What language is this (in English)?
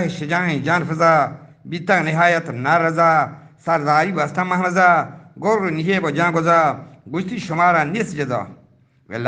Eastern Balochi